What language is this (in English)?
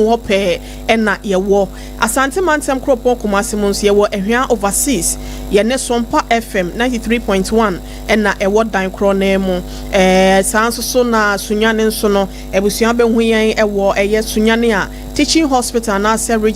Akan